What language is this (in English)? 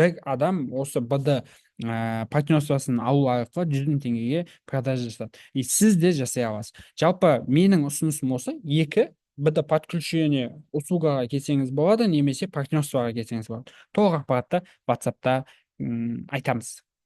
Kazakh